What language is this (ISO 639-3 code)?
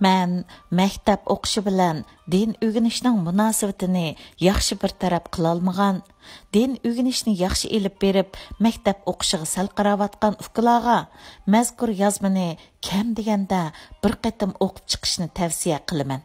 uig